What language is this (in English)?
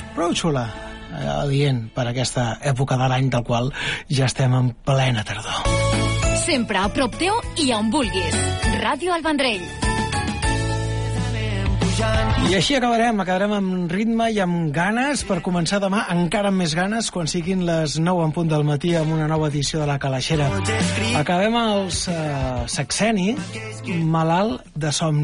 Catalan